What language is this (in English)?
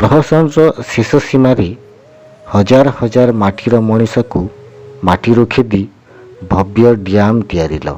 Odia